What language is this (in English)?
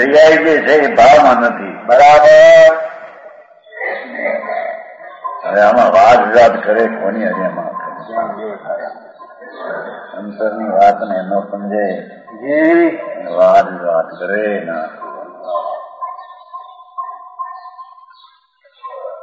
Gujarati